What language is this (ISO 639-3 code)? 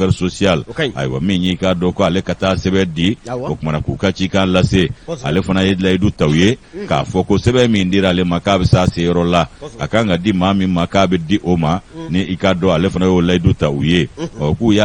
bam